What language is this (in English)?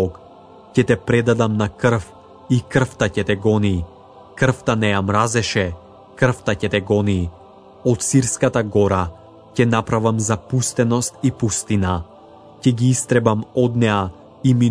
Macedonian